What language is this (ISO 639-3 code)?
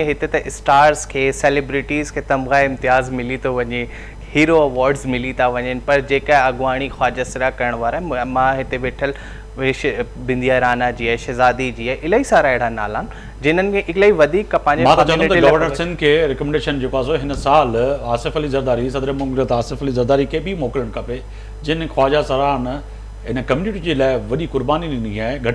snd